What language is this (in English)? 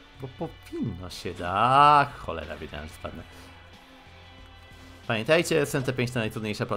Polish